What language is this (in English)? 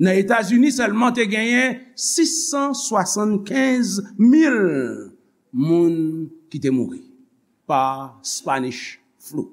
Haitian Creole